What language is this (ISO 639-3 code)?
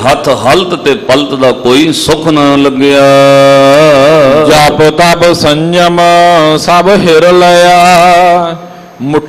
pan